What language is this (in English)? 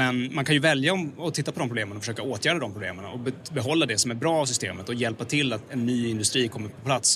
Swedish